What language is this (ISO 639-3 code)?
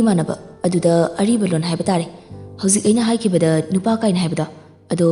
mni